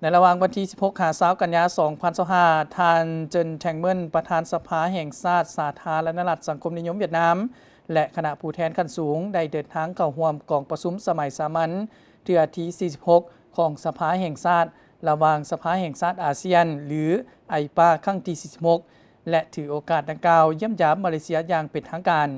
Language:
Lao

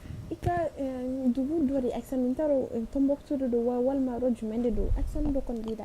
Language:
Bambara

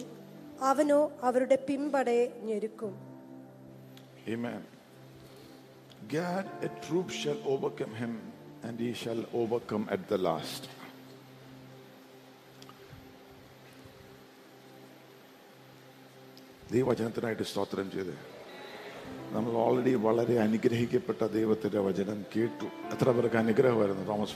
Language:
Malayalam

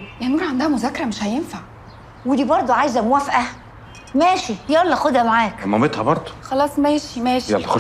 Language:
Egyptian Arabic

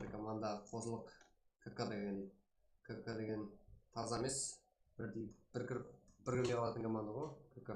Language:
Kara-Kalpak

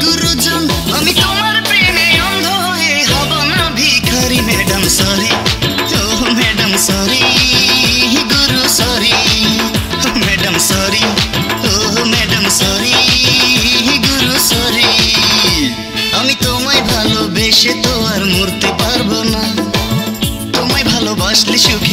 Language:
Bangla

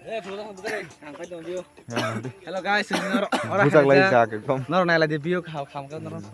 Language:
Kok Borok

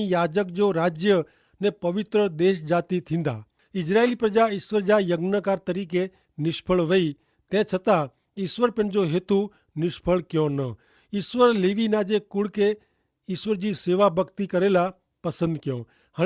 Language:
Kachhi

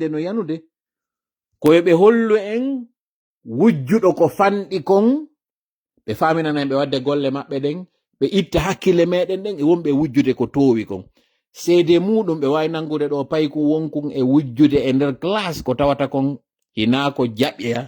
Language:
Fula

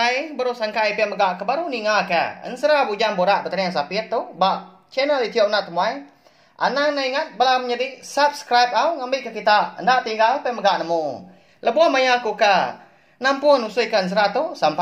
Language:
Iban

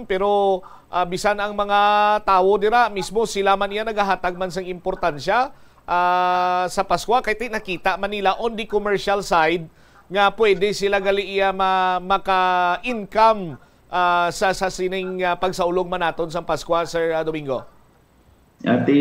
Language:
Hiligaynon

